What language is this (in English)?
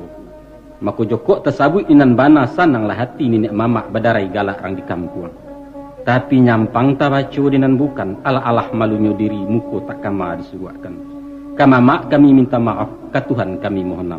Minangkabau